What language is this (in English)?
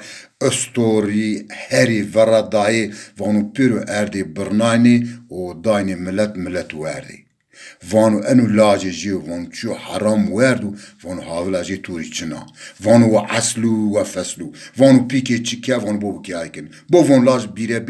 Zaza